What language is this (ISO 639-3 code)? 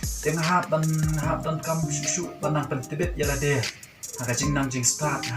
kha